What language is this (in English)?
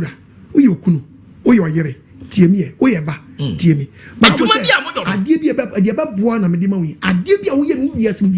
Akan